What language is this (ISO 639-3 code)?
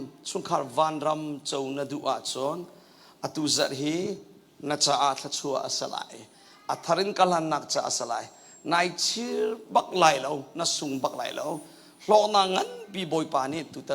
cnh